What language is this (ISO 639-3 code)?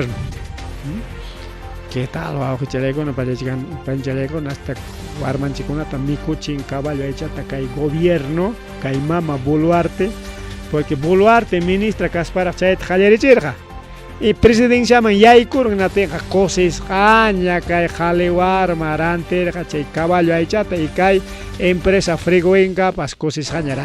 quy